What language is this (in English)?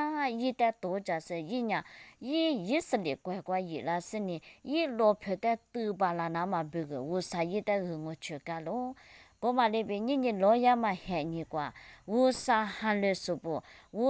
Lisu